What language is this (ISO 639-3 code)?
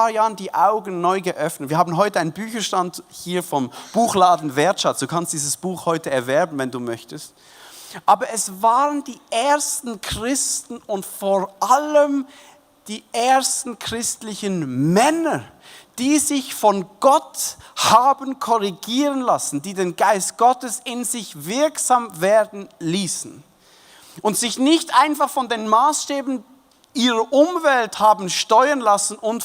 gsw